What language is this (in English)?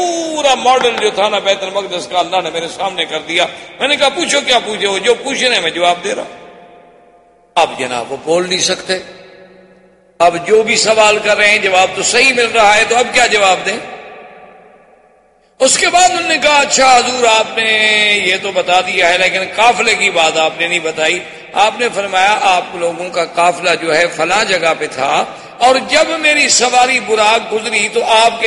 Urdu